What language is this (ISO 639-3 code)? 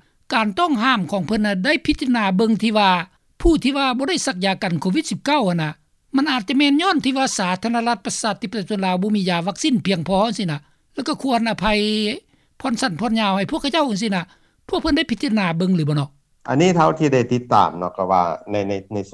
lao